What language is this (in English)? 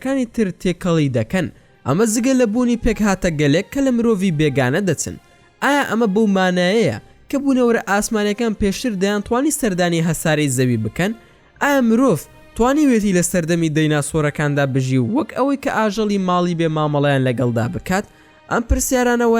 Central Kurdish